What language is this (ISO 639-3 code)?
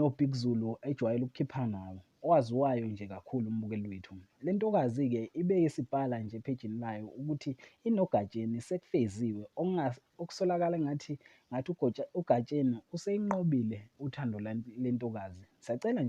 zul